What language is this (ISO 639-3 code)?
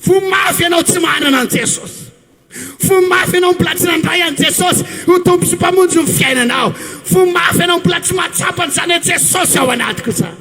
mlg